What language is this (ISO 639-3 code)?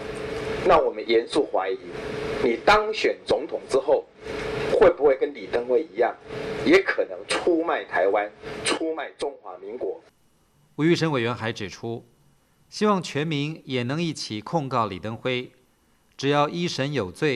zho